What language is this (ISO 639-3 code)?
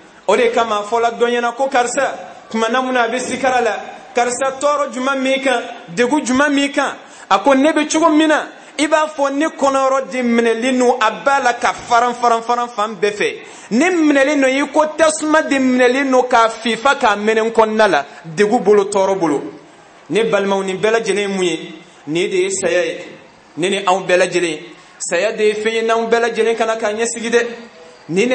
bam